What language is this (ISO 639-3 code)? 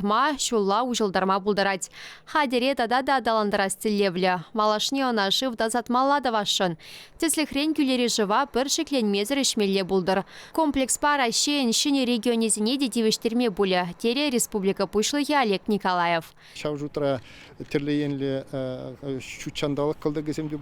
chv